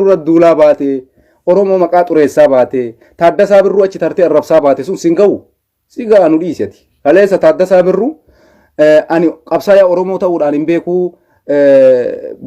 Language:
Oromo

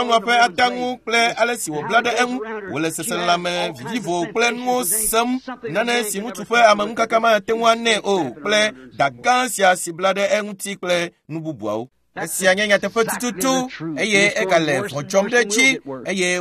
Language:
Ewe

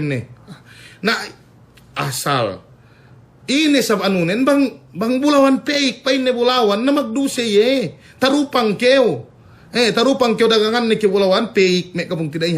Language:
Yakan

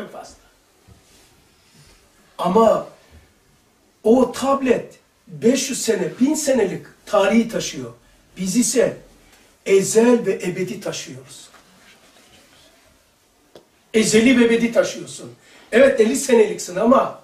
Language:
Turkish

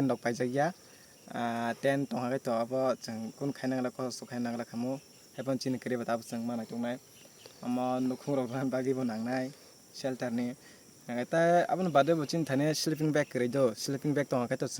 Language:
Kok Borok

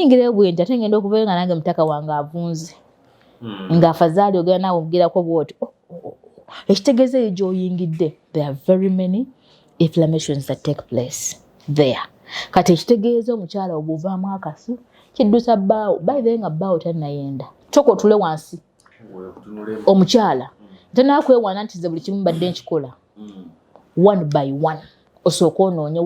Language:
Ganda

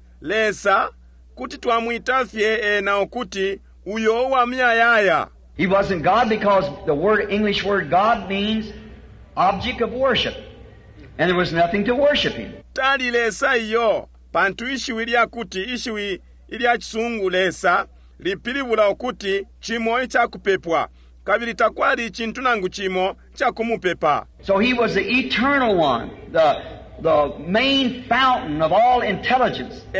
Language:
Bemba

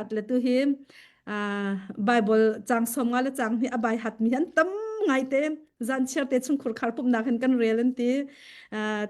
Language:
Hakha Chin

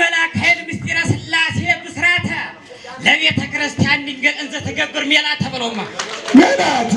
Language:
Amharic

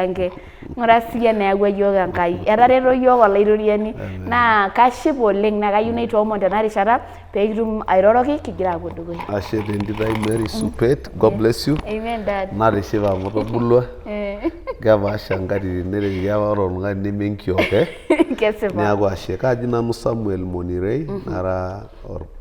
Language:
Masai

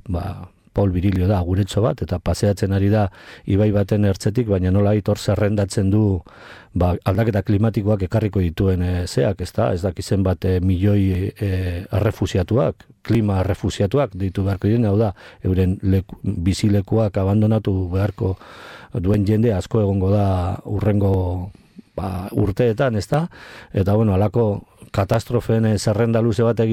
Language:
Basque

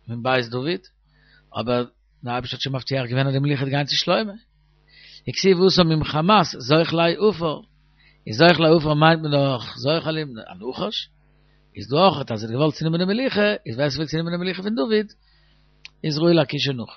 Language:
Yiddish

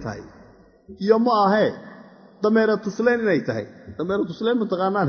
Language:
Somali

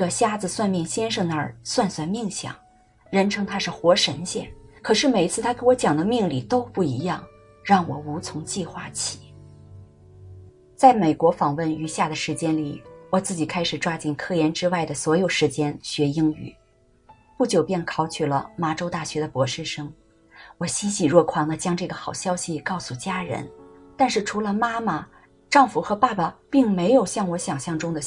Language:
Chinese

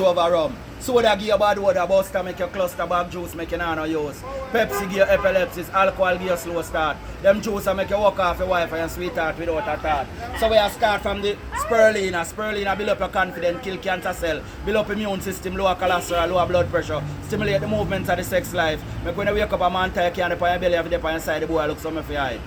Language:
Jamaican Creole English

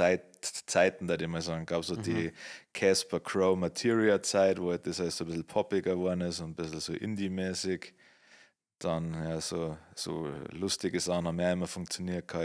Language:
Bavarian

